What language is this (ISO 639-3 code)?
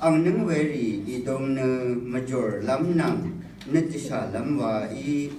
raw